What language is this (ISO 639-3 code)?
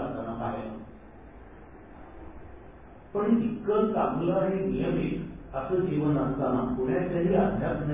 mar